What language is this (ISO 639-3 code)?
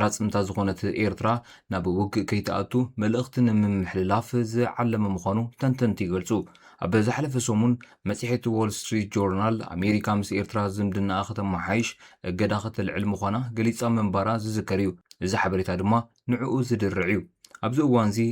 tir